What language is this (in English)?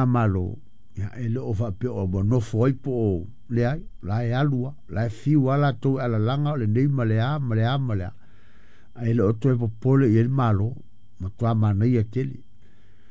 Samoan